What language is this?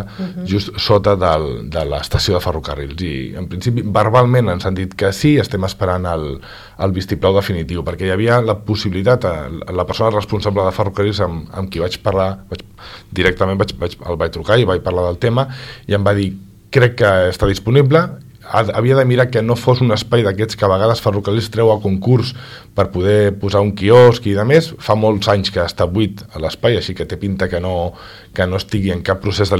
Catalan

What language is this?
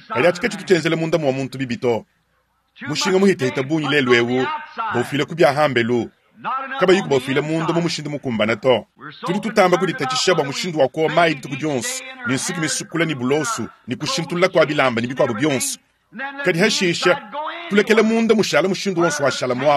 Luba-Lulua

